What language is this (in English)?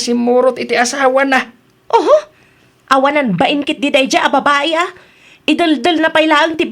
Iloko